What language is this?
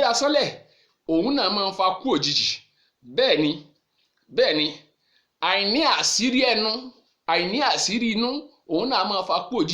Yoruba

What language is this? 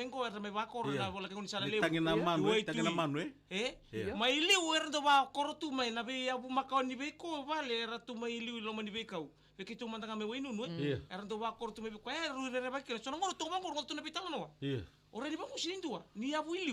Fijian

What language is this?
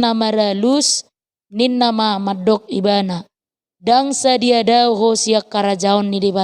Batak Toba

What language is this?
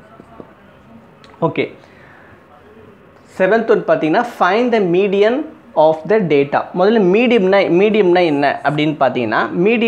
Tamil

